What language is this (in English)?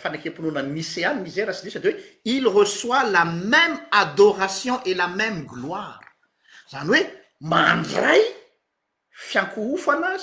Malagasy